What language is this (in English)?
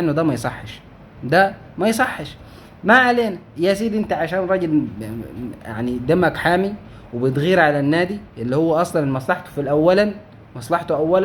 Egyptian Arabic